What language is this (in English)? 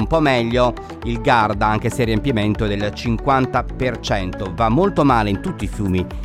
Italian